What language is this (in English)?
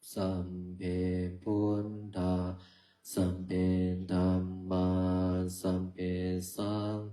Pali